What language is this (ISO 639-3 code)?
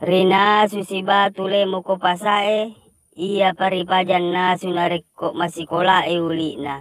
bug